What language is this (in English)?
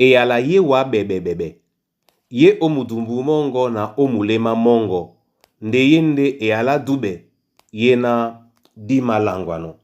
Duala